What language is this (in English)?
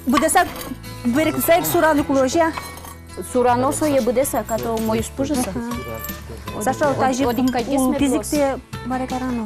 Udmurt